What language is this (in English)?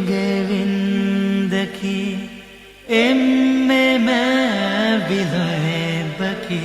Divehi